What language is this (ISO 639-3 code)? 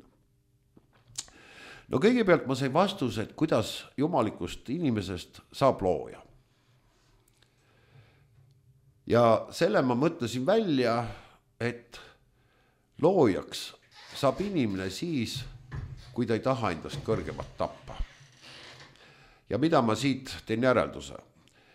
est